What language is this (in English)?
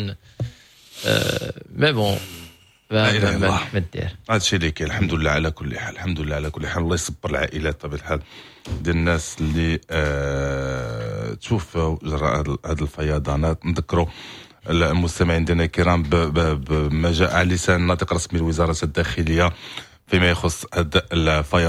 Moroccan Arabic